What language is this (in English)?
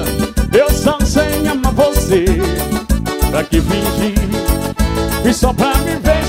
Portuguese